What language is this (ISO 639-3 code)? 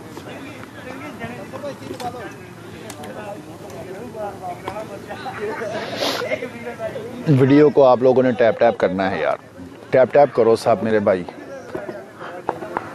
hin